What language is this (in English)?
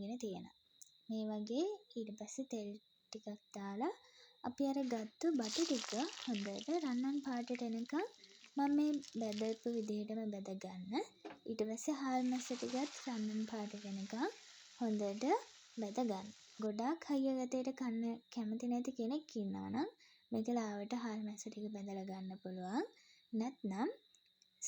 Sinhala